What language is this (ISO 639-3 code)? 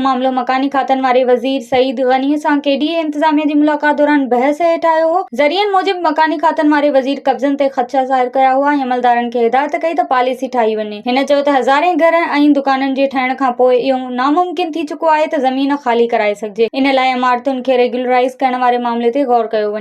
snd